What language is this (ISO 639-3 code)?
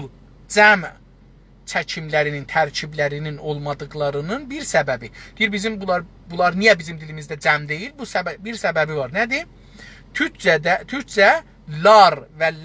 azb